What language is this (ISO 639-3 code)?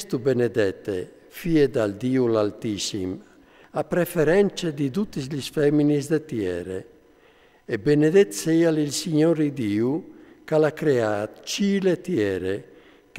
fur